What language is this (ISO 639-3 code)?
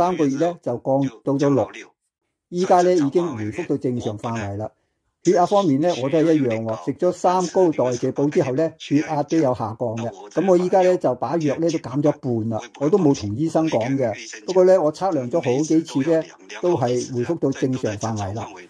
yue